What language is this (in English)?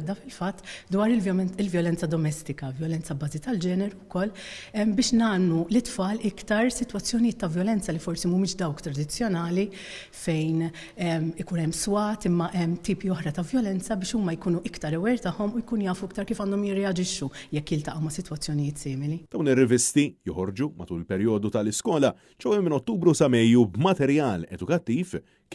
Maltese